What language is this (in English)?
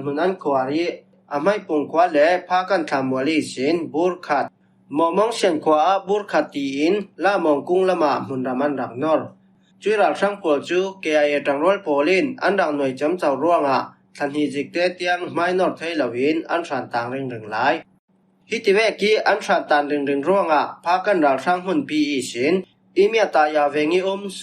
Falam Chin